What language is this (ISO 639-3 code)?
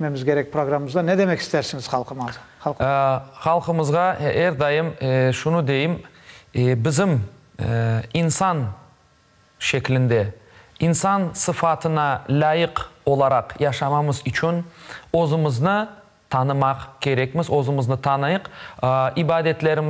crh